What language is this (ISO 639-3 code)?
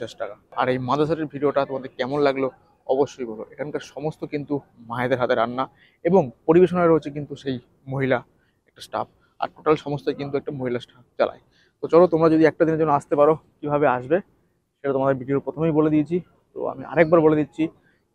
ben